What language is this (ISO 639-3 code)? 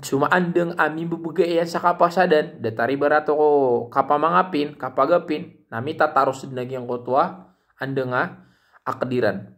mrw